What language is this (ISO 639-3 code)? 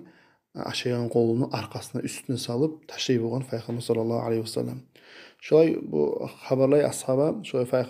kum